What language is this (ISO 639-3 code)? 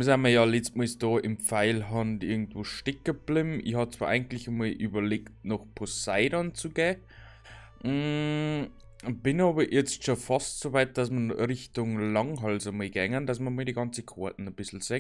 bar